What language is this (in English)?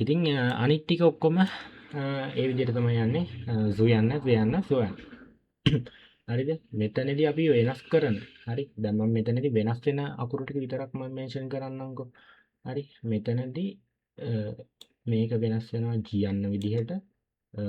Sinhala